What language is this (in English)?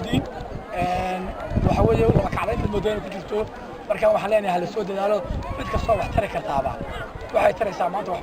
Somali